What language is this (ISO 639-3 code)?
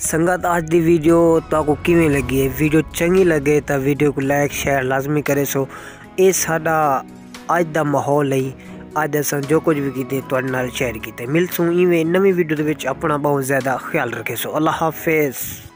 skr